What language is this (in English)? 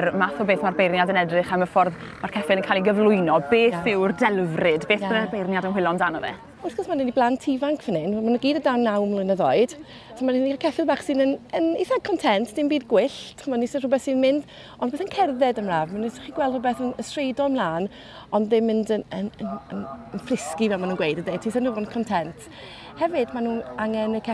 Welsh